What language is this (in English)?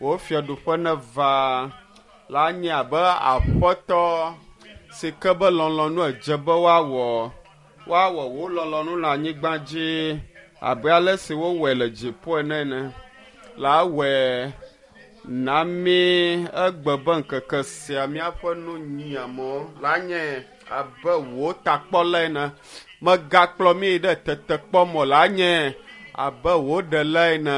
Ewe